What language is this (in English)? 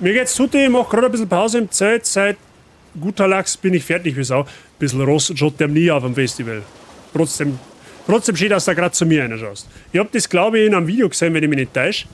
Bavarian